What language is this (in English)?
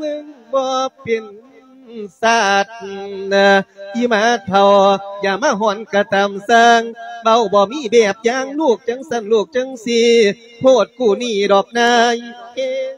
Lao